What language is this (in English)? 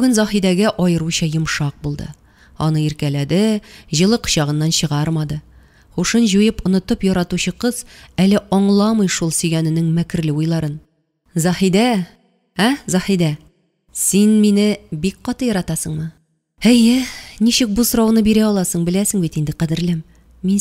Tatar